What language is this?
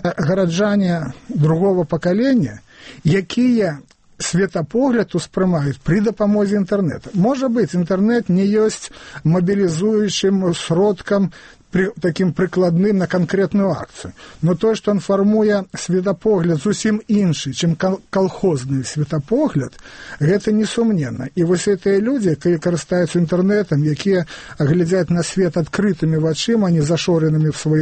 Belarusian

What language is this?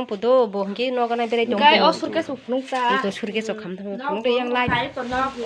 Kok Borok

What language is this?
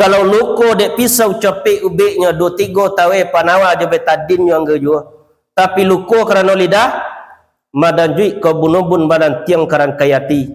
Minangkabau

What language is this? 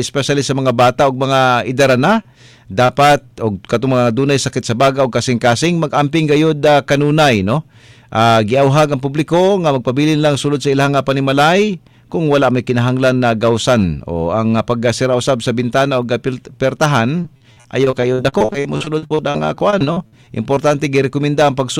Cebuano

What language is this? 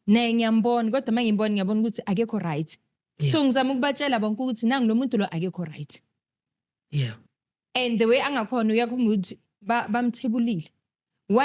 Zulu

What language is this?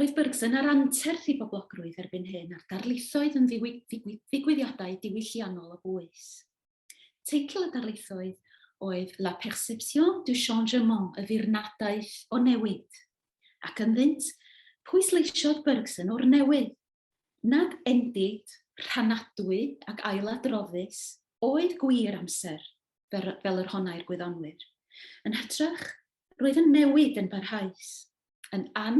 Welsh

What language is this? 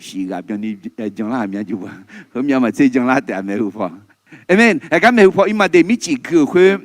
Akha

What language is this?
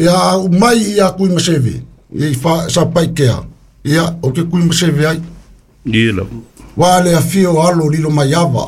Samoan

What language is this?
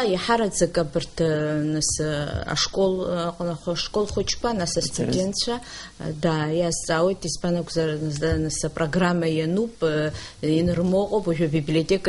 Abkhazian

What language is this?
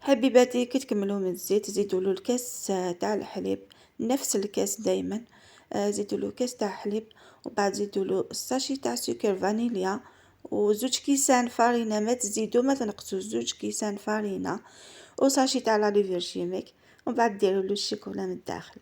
Algerian Arabic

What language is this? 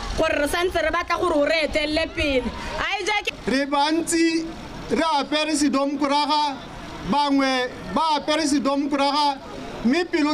Tswana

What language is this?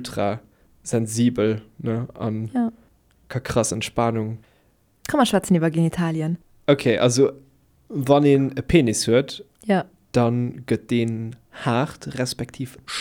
Luxembourgish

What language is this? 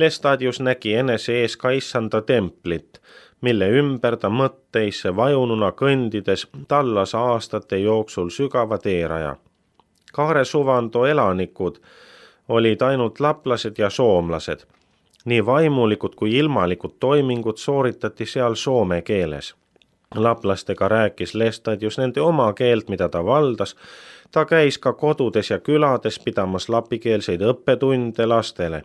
Estonian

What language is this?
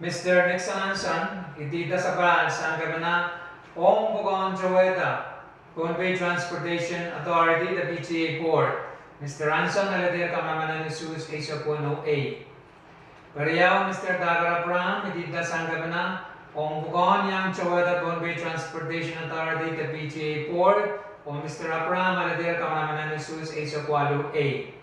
Pohnpeian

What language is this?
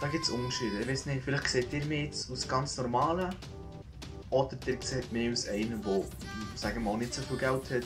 Swiss German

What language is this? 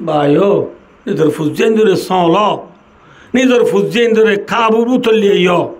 Rohingya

